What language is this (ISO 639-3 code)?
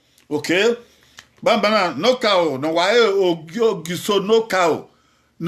bin